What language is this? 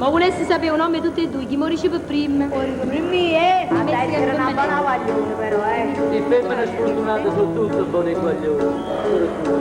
Neapolitan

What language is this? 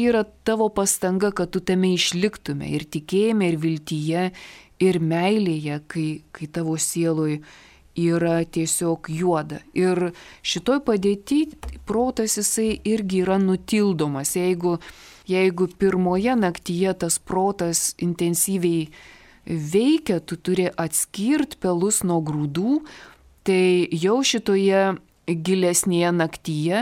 Lithuanian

